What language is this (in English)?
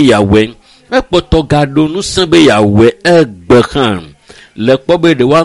Ewe